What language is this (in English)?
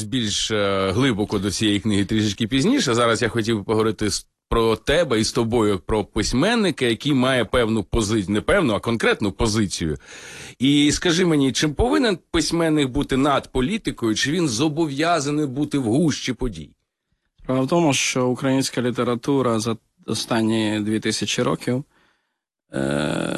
Ukrainian